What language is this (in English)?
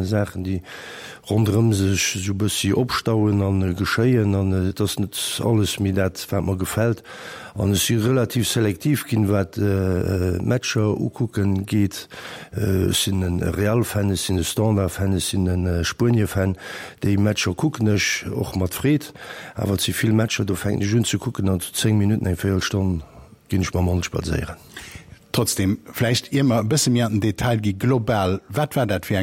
Luxembourgish